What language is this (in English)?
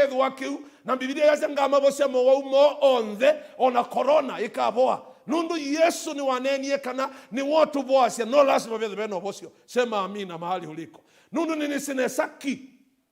Kamba